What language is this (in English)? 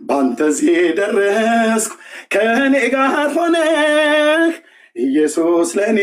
Amharic